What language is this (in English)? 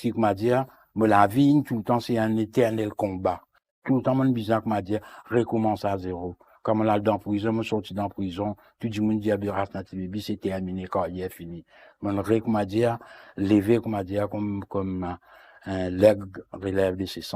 Morisyen